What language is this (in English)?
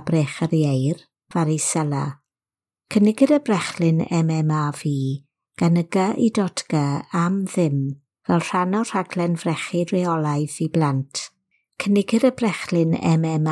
Welsh